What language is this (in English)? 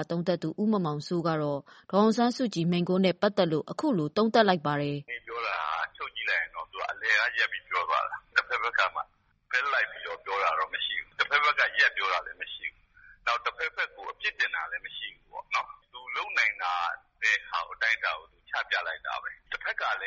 Burmese